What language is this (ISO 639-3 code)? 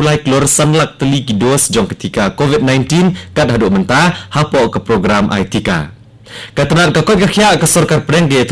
kha